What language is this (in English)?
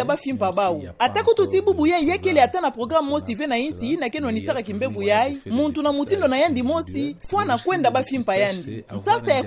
Kituba (Democratic Republic of Congo)